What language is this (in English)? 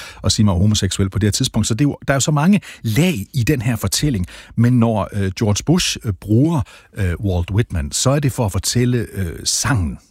Danish